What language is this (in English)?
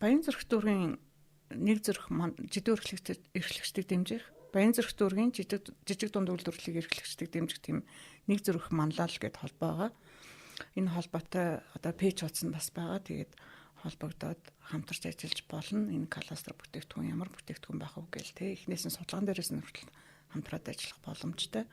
Mongolian